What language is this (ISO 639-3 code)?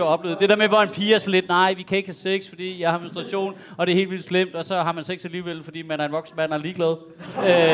dan